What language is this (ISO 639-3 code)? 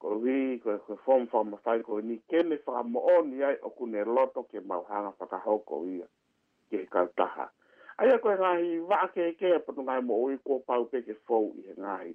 ton